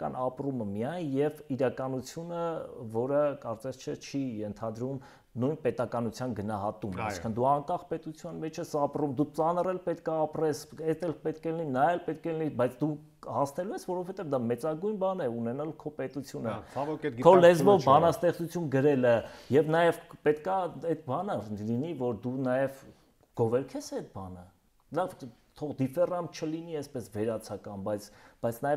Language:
Armenian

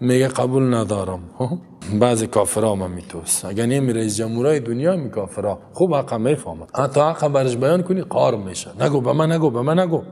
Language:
Persian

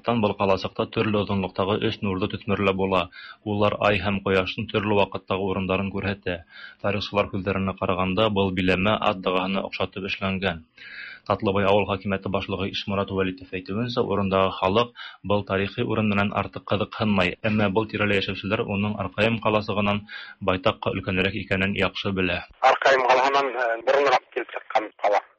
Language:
Tatar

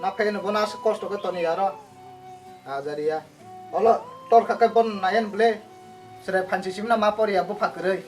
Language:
Kok Borok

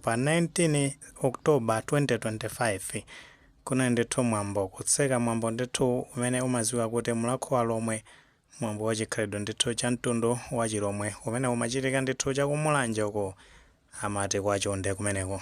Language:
Nyanja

